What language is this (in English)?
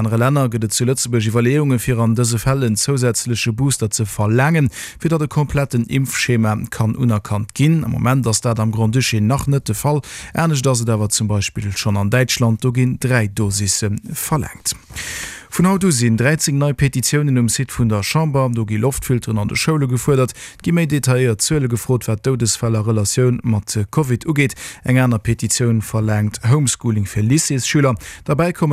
Luxembourgish